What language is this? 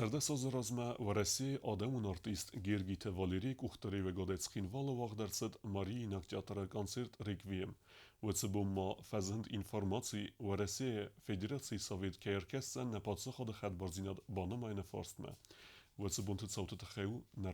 Ossetic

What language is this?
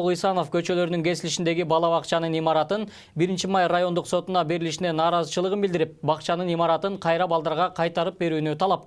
Kyrgyz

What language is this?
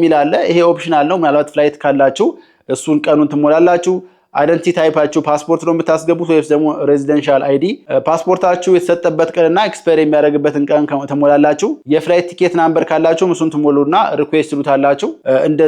Amharic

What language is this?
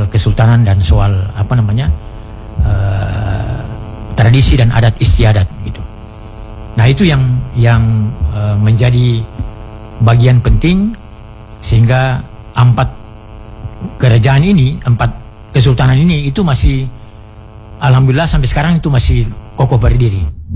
Indonesian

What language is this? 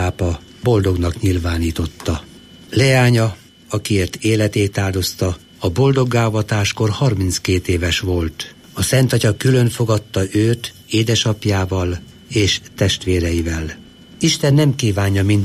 Hungarian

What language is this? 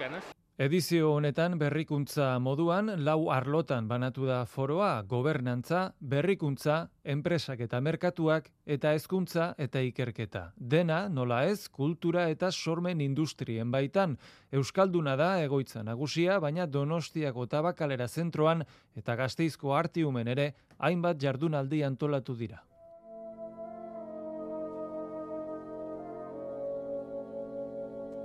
Basque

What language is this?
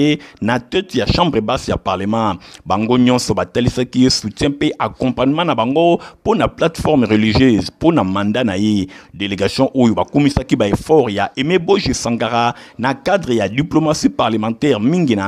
Lingala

